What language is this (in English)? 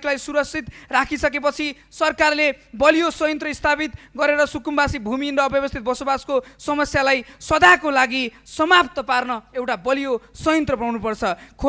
Nepali